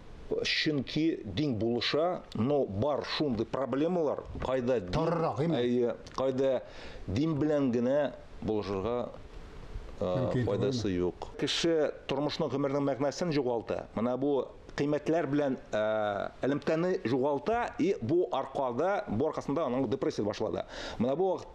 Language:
Tatar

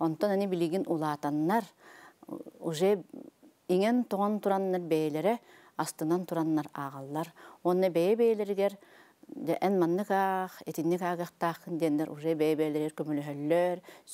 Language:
Yakut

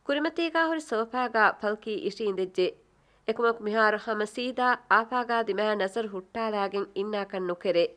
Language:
Divehi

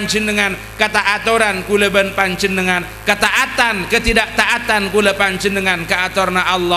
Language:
Madurese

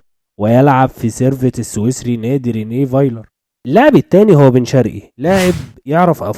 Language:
Egyptian Arabic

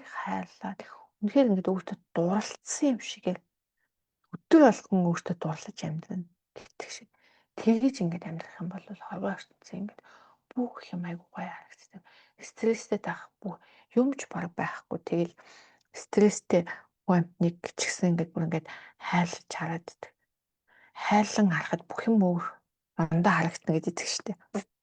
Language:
Mongolian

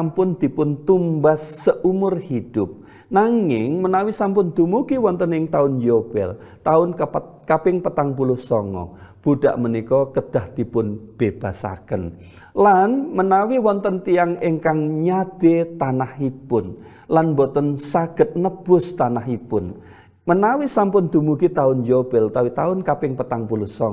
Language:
Javanese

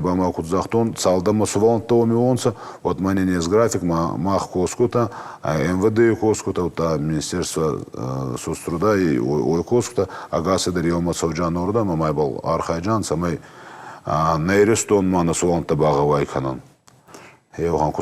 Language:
Ossetic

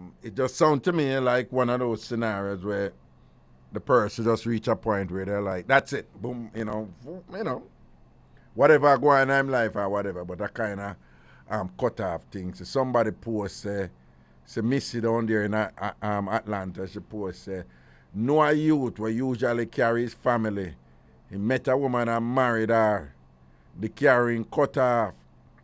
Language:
Jamaican Creole English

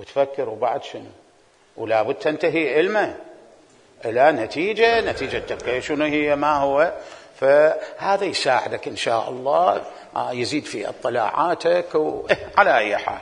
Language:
Mesopotamian Arabic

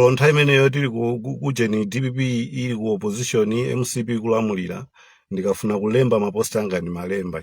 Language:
Nyanja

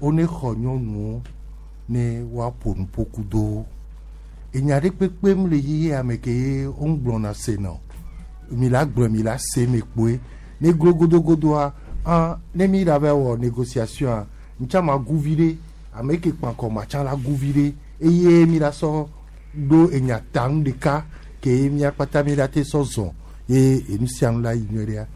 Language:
Gen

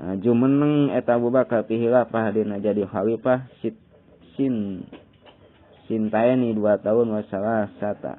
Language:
Sundanese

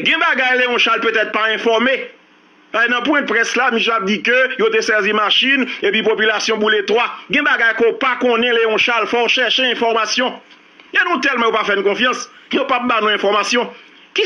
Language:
Haitian Creole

